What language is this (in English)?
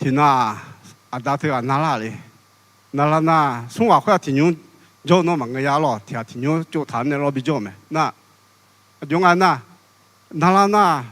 Akha